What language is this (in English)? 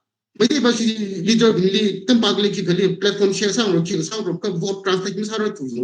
Tangkhul Naga (India)